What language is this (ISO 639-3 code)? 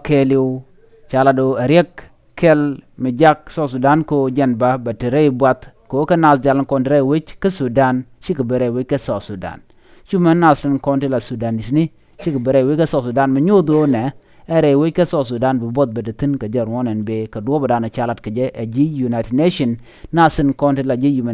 nus